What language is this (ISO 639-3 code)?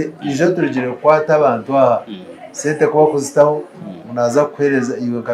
nyn